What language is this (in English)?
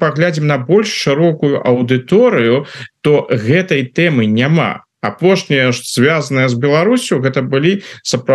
Belarusian